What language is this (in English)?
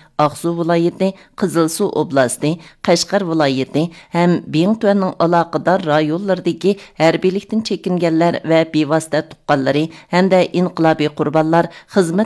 Uyghur